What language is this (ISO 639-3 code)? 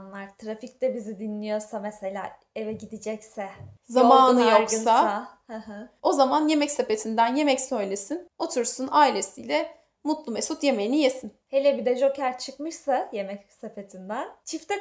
tur